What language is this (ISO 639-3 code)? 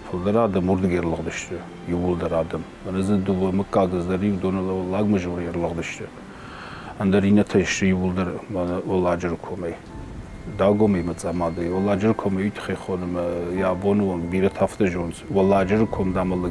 oss